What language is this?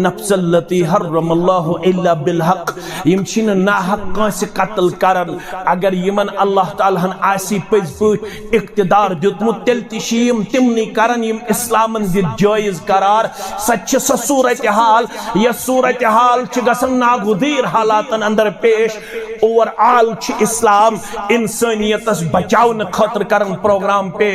Kashmiri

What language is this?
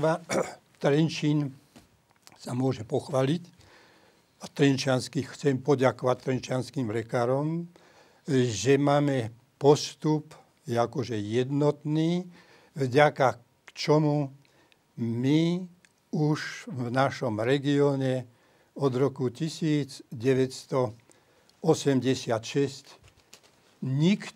Slovak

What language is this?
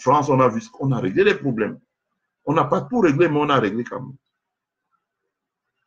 French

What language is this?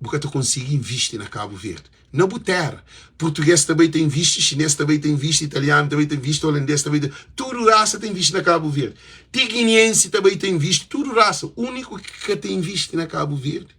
Kabuverdianu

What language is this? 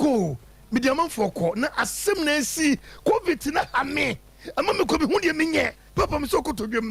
Akan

